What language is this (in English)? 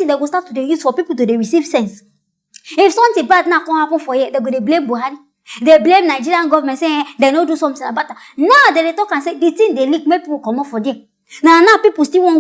Nigerian Pidgin